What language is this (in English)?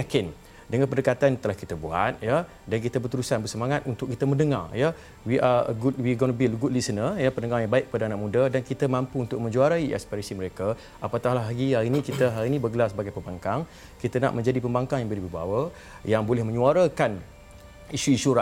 Malay